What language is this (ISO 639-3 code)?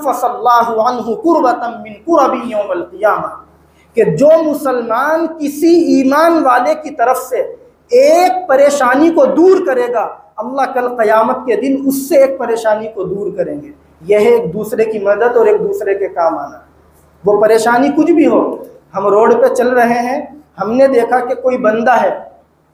hin